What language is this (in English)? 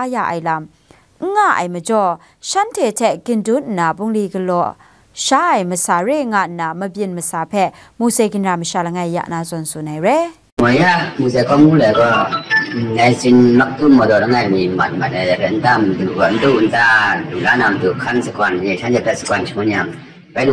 Kachin